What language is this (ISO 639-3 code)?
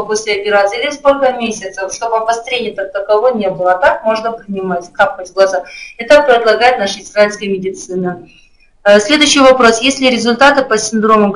rus